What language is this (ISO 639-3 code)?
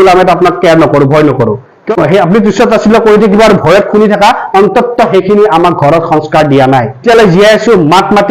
asm